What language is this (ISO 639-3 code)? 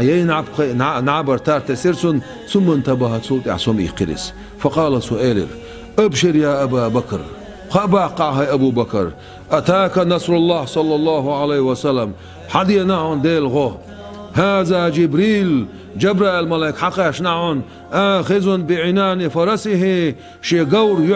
che